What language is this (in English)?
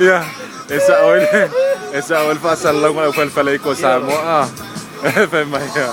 Samoan